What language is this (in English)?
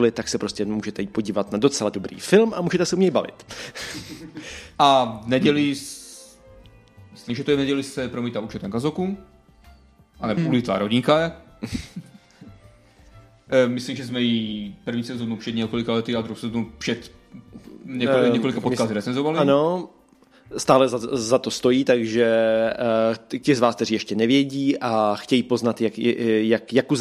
Czech